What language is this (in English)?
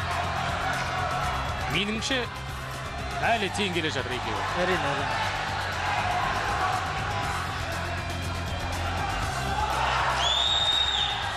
Kazakh